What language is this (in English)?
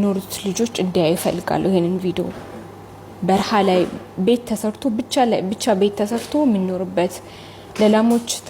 Amharic